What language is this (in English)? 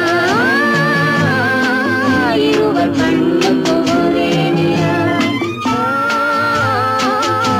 Tamil